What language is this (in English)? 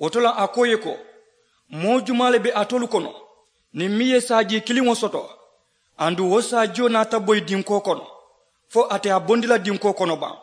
Mandingo